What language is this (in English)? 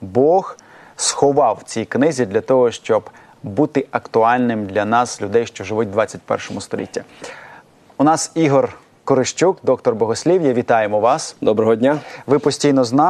Ukrainian